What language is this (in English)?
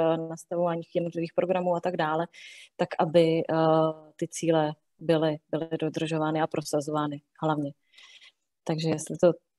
Czech